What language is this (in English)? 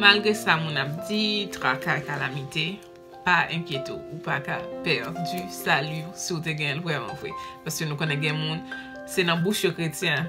Haitian Creole